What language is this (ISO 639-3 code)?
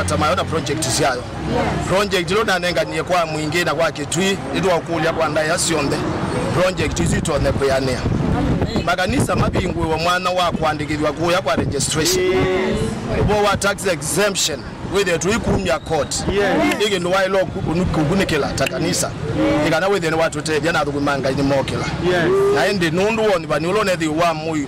kam